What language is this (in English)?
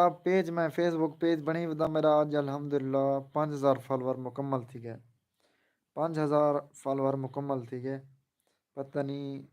Saraiki